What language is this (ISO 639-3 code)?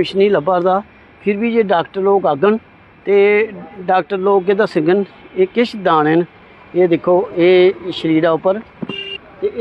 doi